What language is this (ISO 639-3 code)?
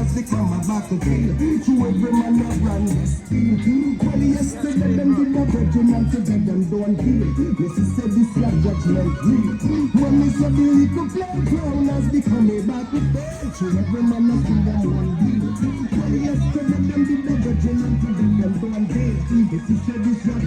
jam